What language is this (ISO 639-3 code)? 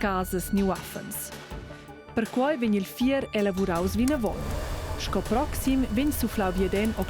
roh